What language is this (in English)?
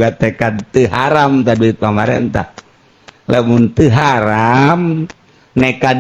Sundanese